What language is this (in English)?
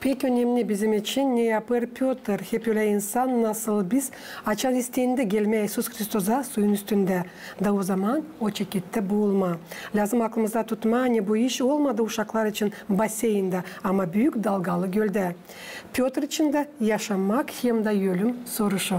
Gagauz